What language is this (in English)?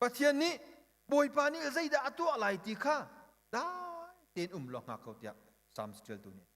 Hakha Chin